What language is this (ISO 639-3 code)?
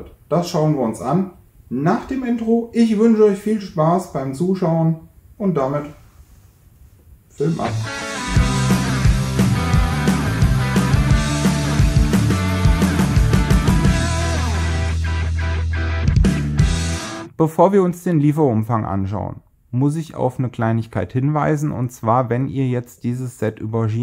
deu